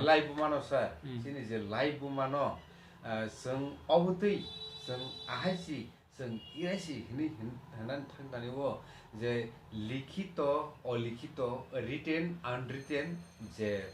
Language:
Kok Borok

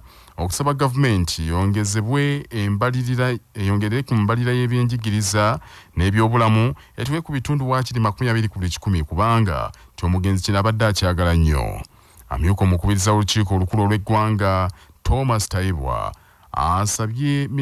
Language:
Ganda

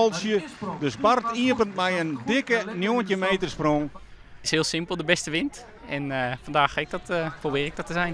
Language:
Western Frisian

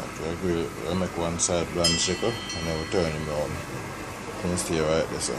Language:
Jamaican Creole English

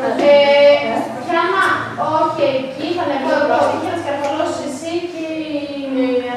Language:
Greek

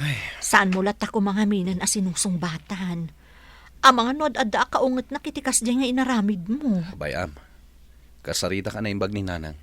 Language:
Iloko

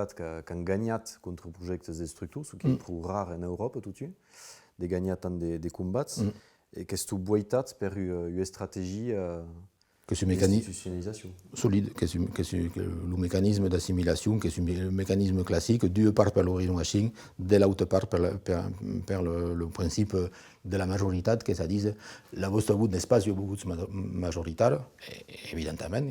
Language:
Occitan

